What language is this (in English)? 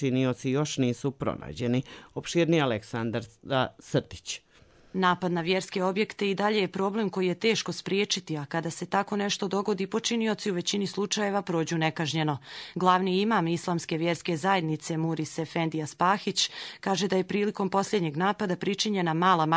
Croatian